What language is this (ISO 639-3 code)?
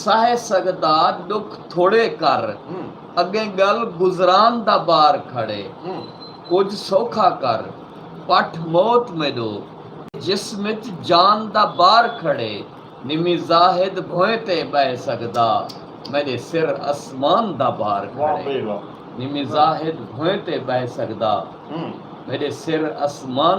skr